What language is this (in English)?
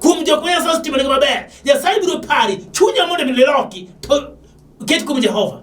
Luo (Kenya and Tanzania)